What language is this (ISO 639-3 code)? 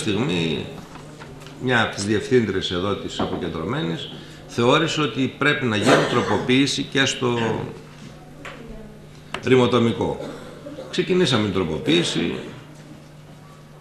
ell